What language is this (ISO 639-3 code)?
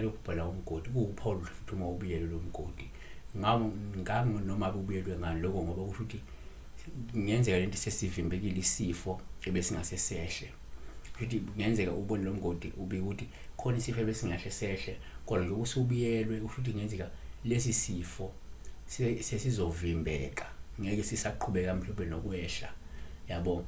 zul